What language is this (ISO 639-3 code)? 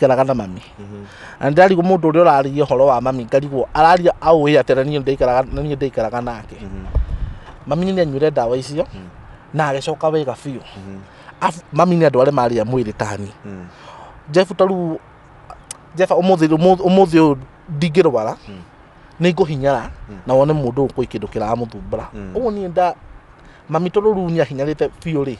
kik